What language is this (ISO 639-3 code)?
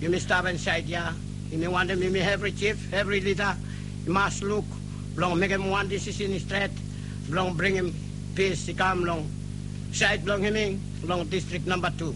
bis